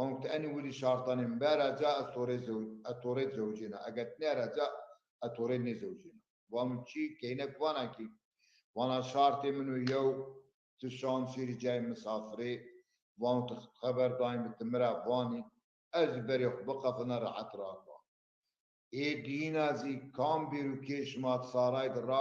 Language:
Zaza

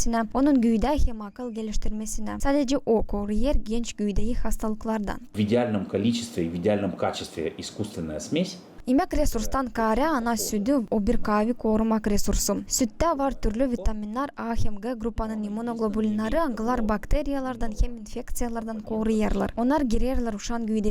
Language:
Gagauz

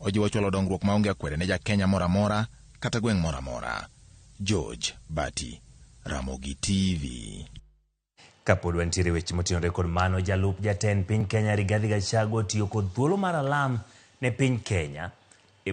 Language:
Luo (Kenya and Tanzania)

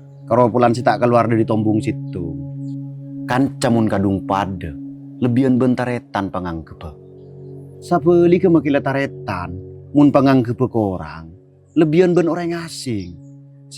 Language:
Madurese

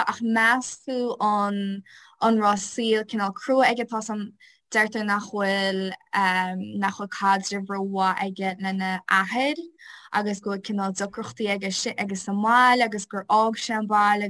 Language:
Irish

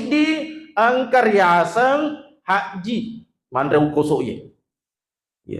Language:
Buginese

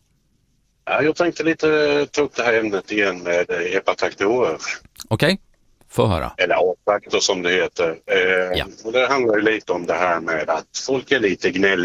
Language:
Swedish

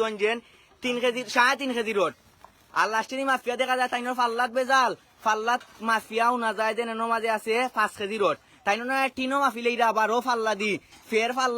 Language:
Sylheti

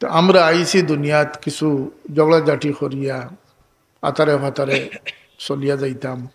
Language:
Sylheti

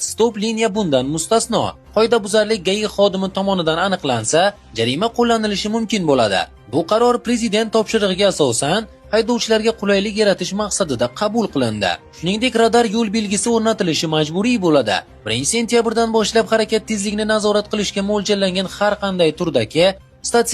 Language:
Uzbek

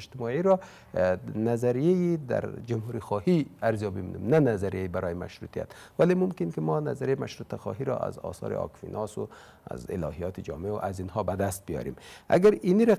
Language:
Persian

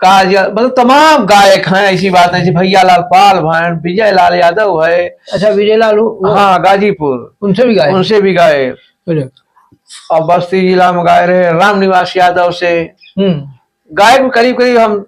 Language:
Awadhi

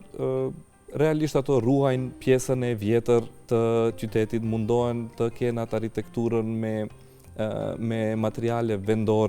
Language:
Albanian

